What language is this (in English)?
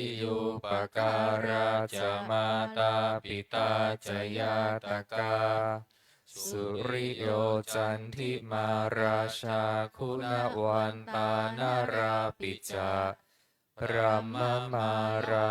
Pali